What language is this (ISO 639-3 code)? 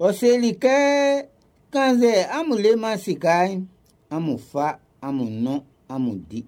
bci